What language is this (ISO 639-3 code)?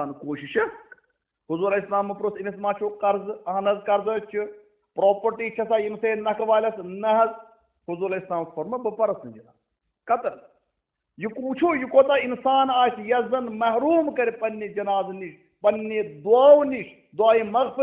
kas